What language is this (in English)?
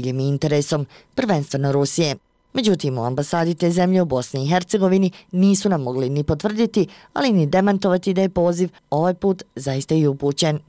Bosnian